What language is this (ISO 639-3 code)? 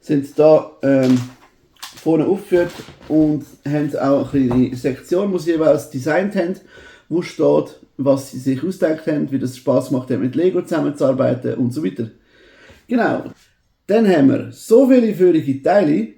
gsw